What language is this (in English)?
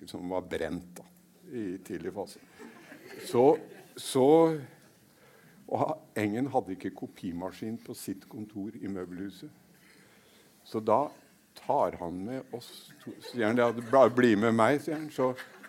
Norwegian